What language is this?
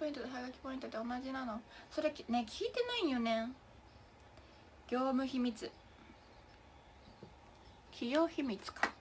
Japanese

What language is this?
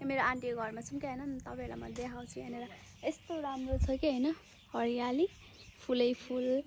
Nepali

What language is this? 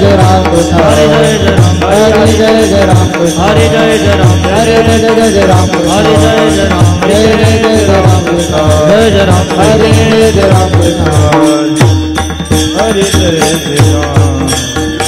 Marathi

